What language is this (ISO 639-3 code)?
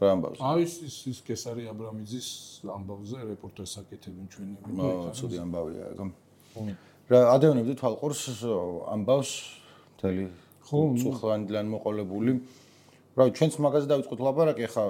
kat